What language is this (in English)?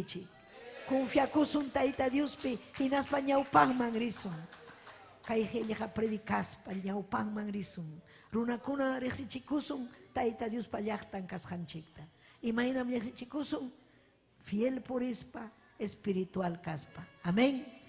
Ayacucho Quechua